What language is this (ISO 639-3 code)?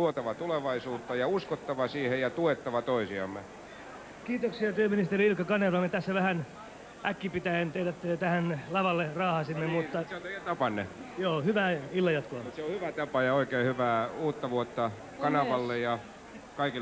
fin